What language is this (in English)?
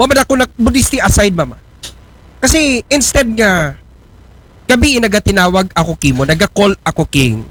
Aklanon